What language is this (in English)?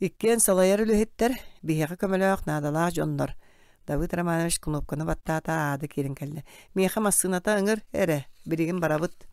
Yakut